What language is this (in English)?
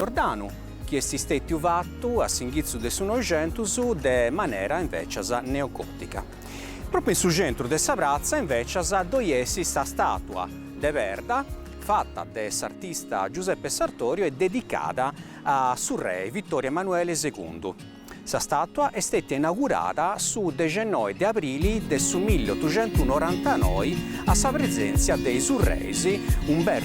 Sardinian